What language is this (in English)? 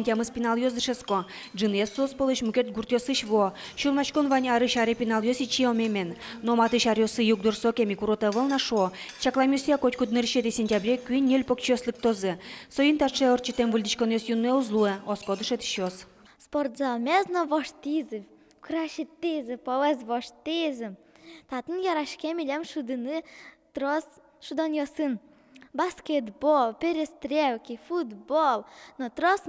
Udmurt